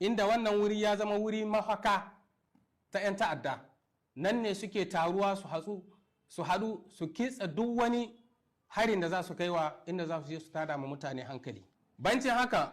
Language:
Hausa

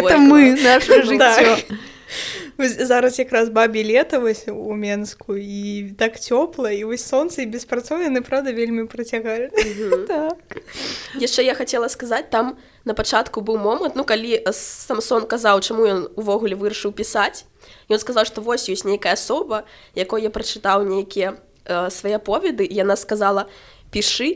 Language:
Belarusian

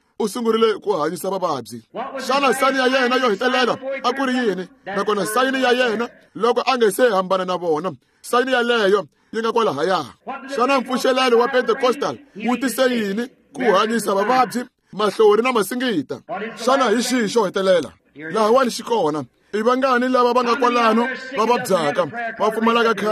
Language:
Tsonga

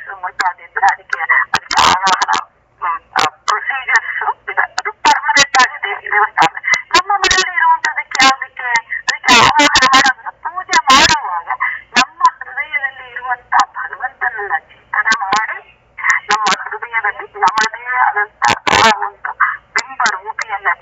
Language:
Kannada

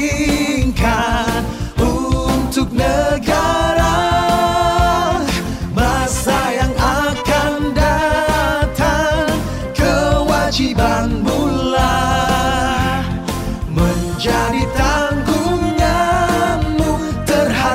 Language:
Indonesian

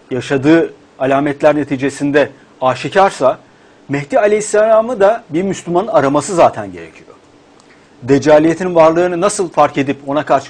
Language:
Turkish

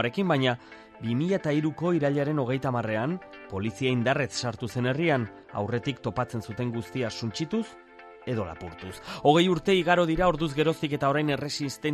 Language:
Basque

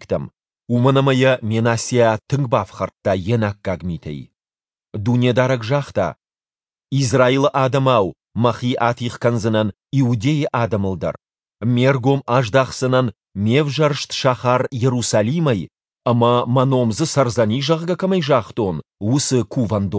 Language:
Ossetic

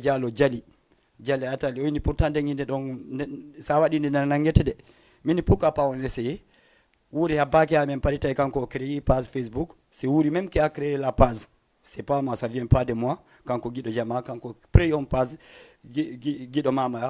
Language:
Fula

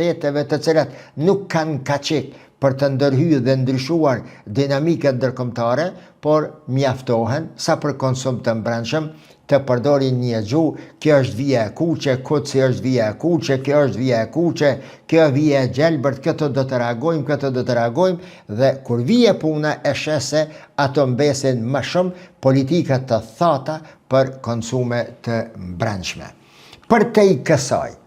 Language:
Albanian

